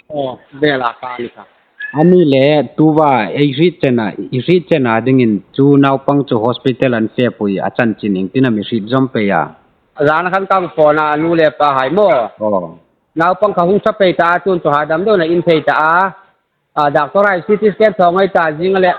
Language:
Hmar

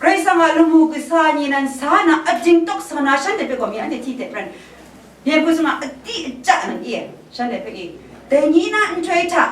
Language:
Kachin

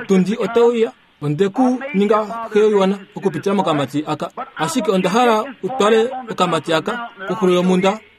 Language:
Kuanyama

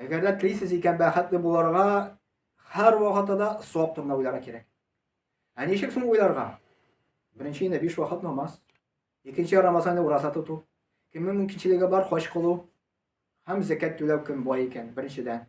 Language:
Tatar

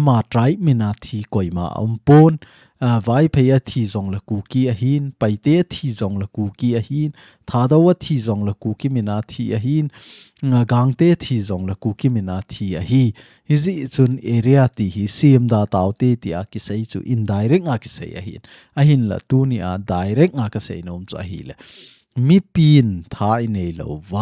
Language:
Thado Chin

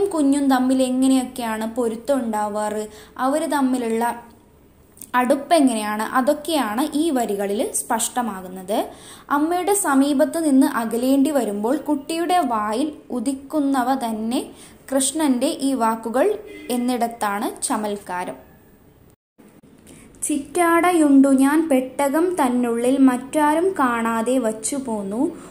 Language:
Malayalam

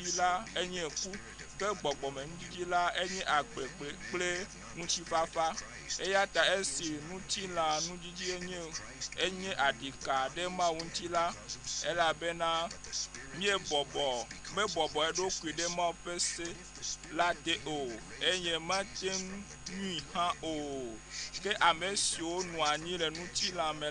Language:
Ewe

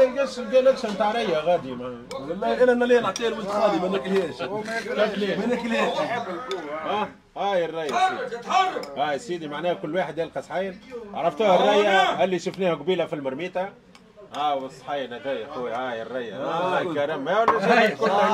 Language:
Tunisian Arabic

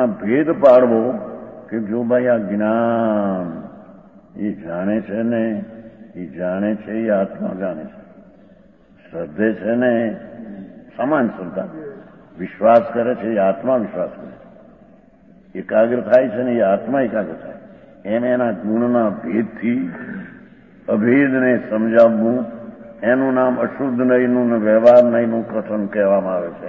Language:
Gujarati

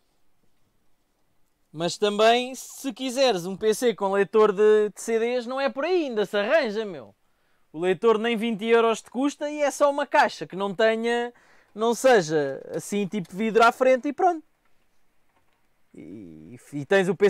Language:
Portuguese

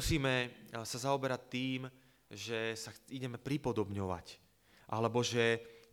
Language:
Slovak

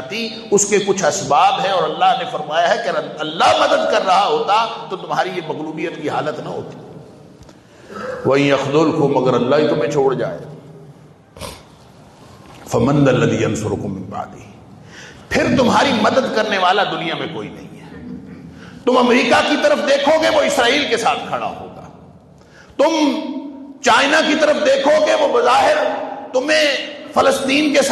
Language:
Urdu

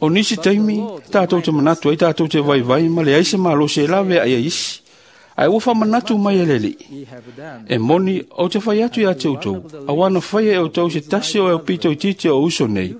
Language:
Samoan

